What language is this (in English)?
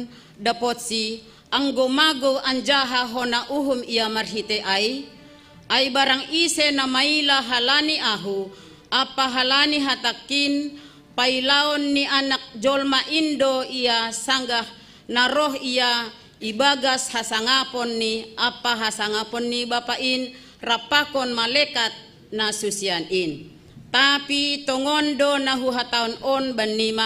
Batak Simalungun